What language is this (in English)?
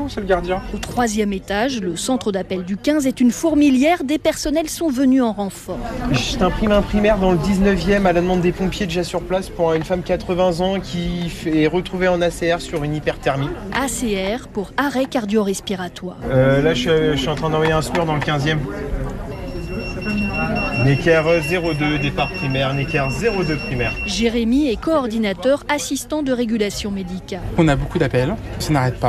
French